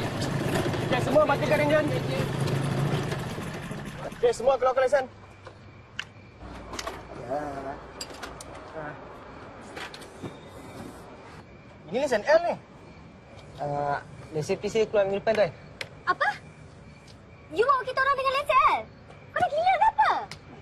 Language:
Malay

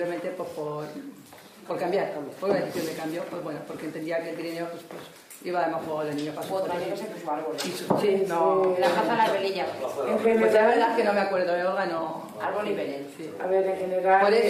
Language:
Spanish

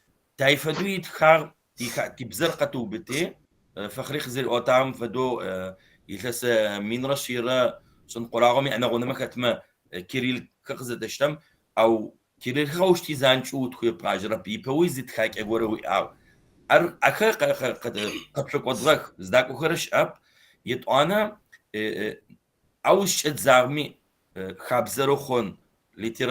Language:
Kabardian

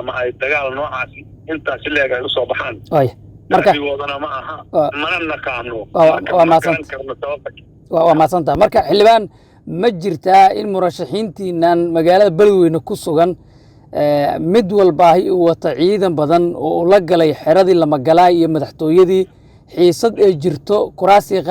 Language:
Somali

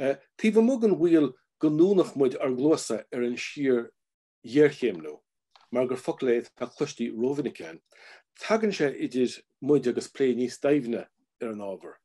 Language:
Irish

